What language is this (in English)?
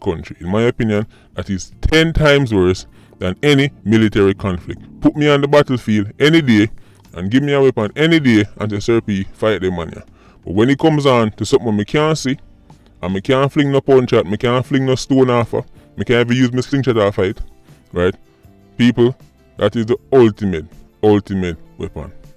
Jamaican Creole English